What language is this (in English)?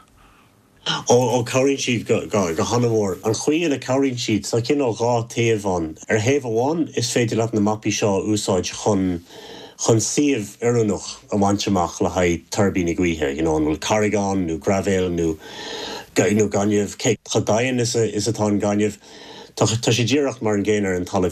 Irish